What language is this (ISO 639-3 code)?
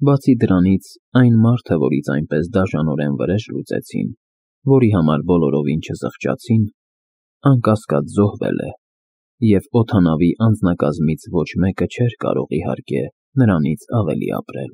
hye